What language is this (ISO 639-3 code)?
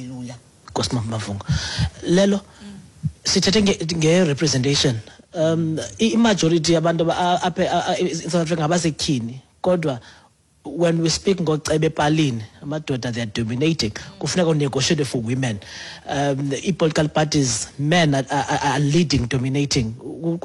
xho